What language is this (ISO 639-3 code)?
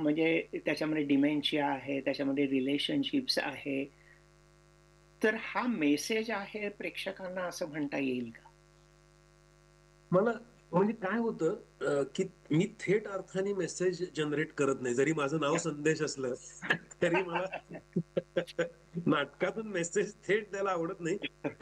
mar